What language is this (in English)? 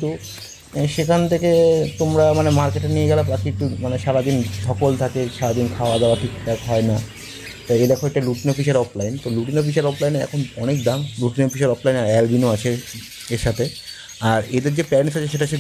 Bangla